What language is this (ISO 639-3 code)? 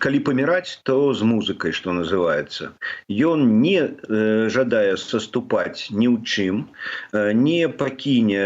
bel